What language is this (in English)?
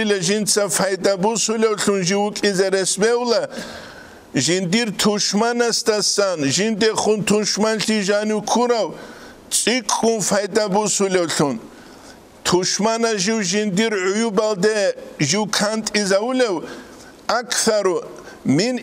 Avaric